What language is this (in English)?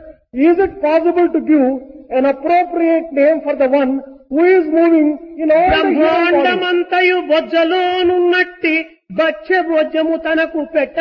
Telugu